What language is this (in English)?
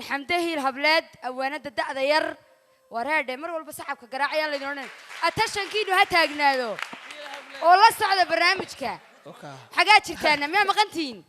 Somali